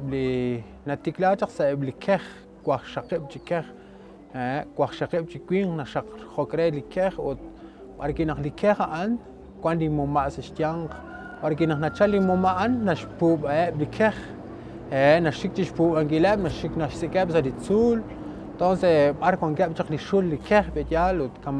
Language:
Kekchí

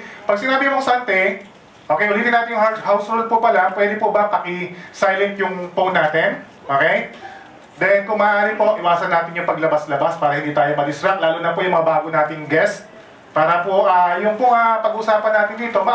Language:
Filipino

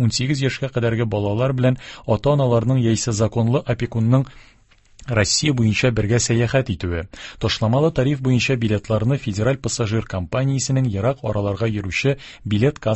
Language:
Tatar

